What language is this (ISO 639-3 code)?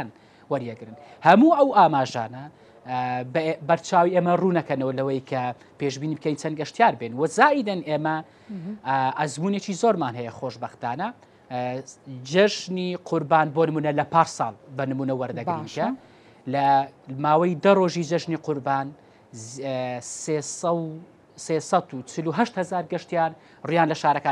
ckb